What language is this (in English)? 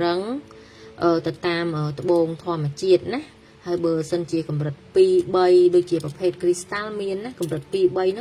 Khmer